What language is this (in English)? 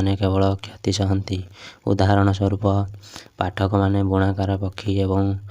Odia